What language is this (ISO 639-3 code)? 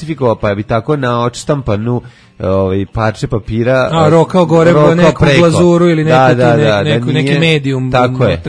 srp